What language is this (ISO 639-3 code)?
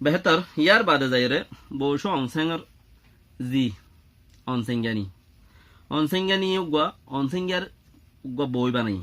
rhg